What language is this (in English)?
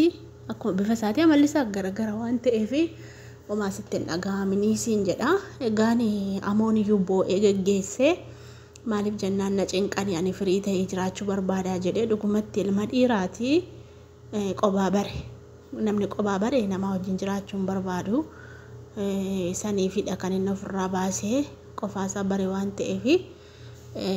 Oromo